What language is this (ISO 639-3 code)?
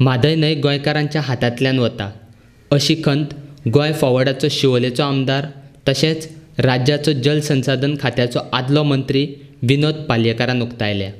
kok